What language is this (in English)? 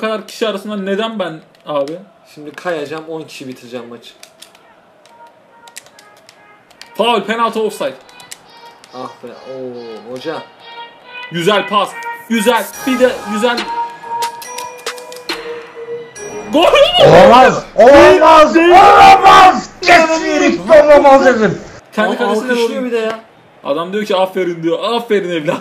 Turkish